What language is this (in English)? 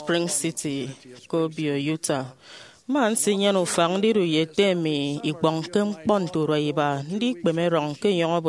Efik